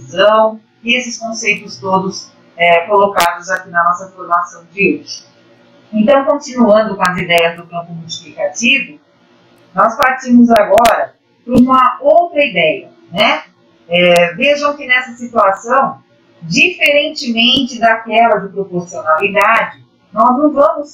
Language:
Portuguese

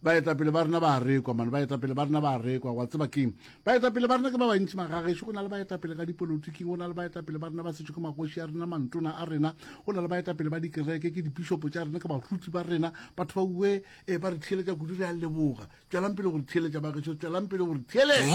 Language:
Northern Sotho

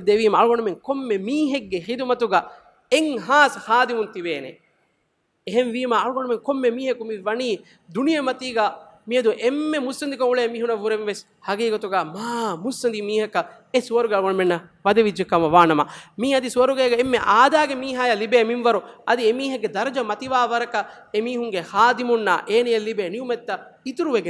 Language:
Divehi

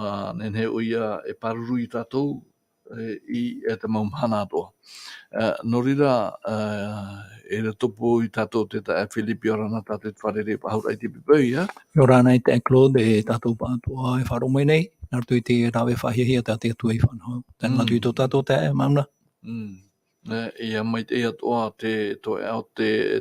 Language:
Tahitian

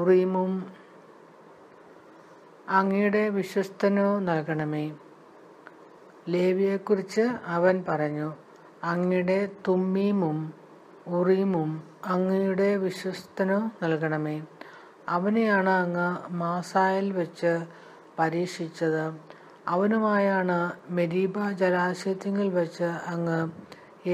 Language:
Malayalam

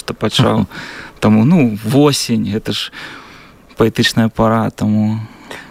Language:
Belarusian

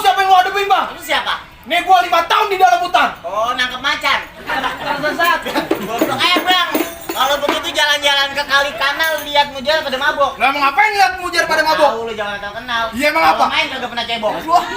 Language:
Betawi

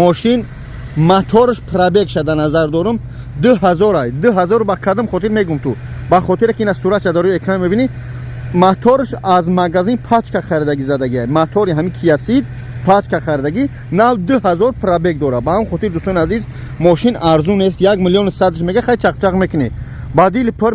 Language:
Tajik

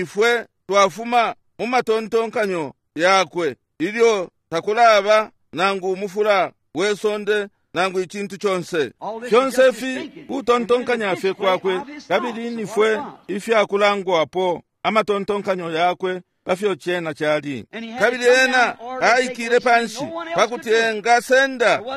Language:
Bemba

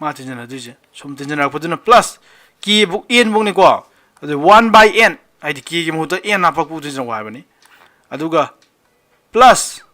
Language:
Manipuri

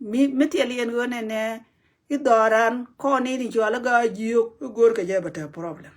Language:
Nuer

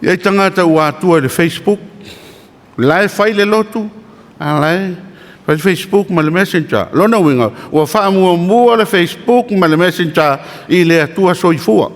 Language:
Samoan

